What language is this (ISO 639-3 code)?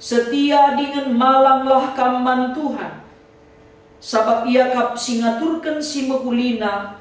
btx